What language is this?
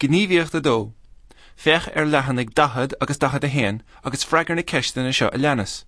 Irish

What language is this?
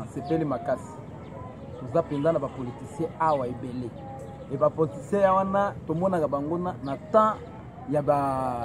Lingala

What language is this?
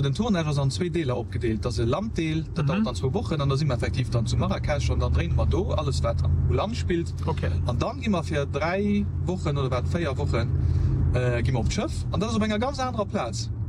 Luxembourgish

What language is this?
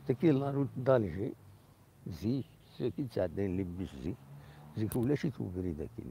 Kabyle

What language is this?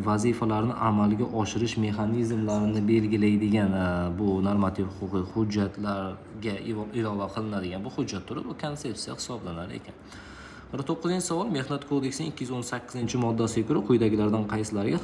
Uzbek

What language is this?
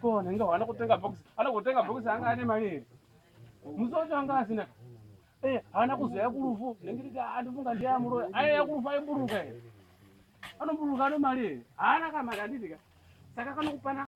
Shona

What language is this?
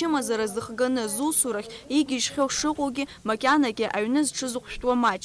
Abkhazian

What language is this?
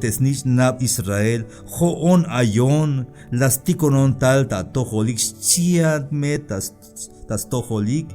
Tzeltal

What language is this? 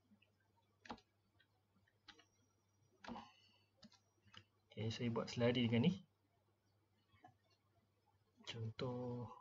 Malay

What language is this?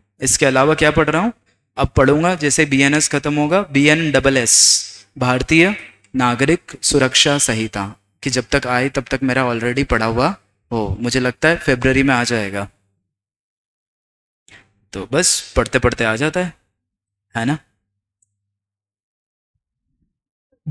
Hindi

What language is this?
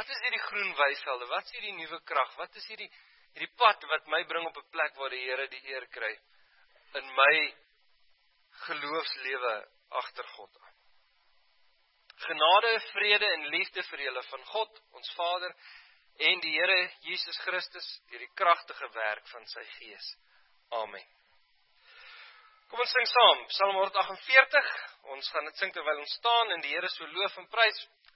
Afrikaans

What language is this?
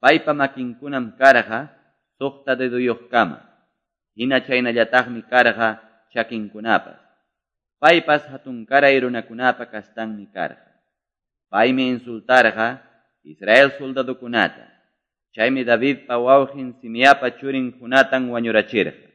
Quechua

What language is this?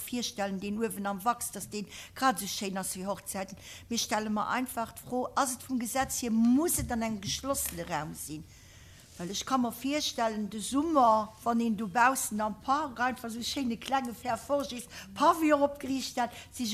Luxembourgish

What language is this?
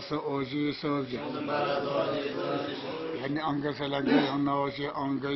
Tibetan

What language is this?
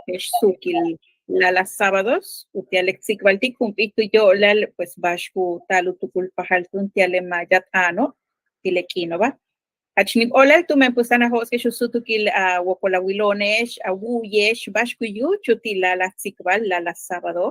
Yucateco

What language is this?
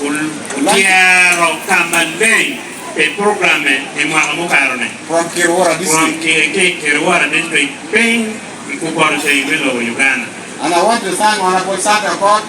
Lango (Uganda)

